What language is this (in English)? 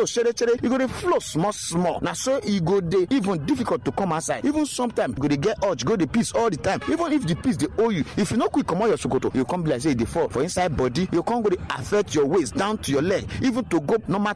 Nigerian Pidgin